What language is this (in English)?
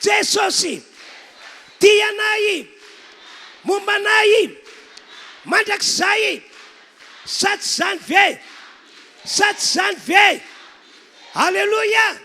Malagasy